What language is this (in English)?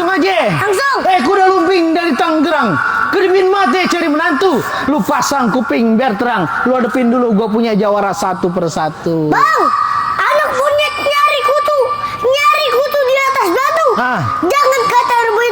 Betawi